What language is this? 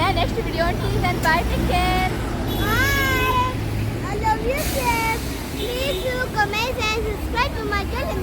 Konkani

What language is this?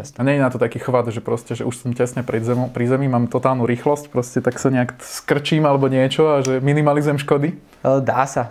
Slovak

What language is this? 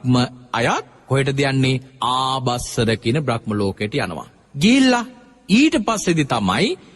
Sinhala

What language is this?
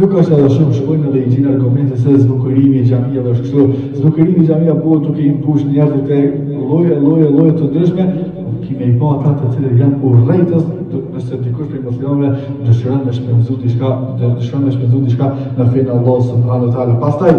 Albanian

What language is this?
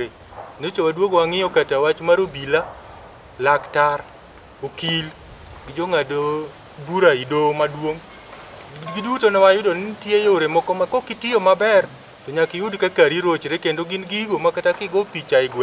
Luo (Kenya and Tanzania)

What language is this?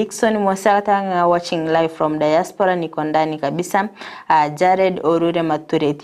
Gusii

